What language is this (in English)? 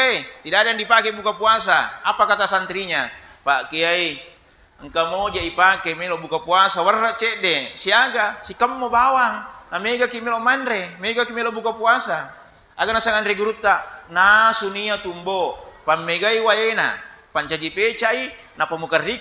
Buginese